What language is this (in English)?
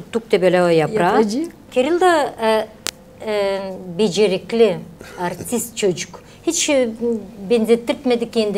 Gagauz